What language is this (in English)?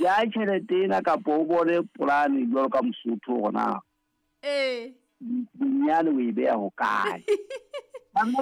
Southern Sotho